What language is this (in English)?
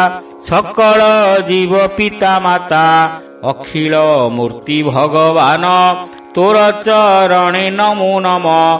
Odia